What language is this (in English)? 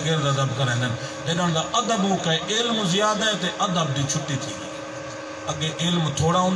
Saraiki